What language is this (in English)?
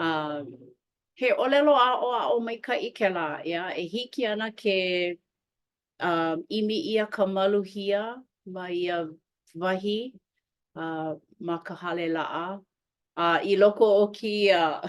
Hawaiian